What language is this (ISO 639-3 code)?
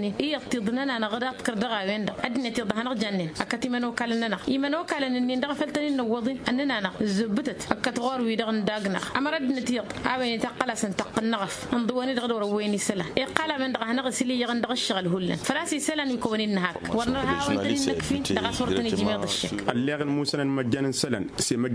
taq